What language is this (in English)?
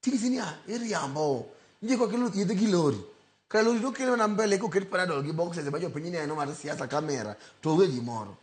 Luo (Kenya and Tanzania)